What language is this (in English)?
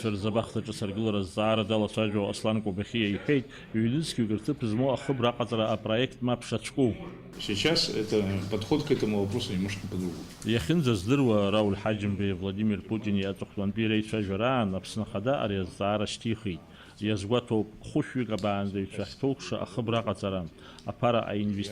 Abkhazian